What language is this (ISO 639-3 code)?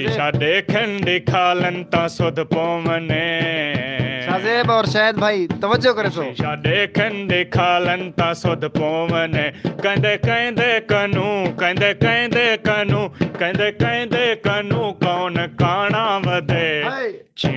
skr